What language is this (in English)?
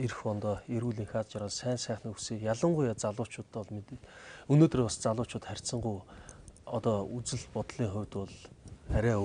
Mongolian